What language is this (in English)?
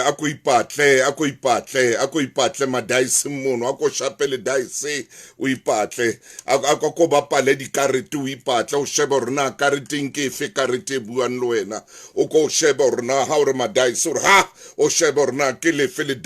Southern Sotho